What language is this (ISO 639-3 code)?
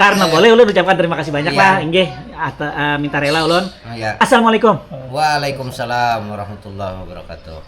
bjn